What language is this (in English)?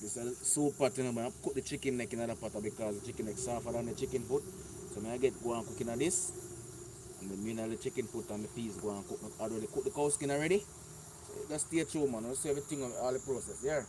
Jamaican Creole English